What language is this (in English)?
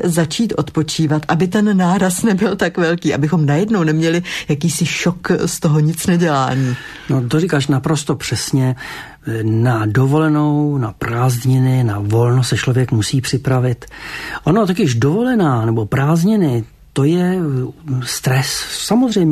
Czech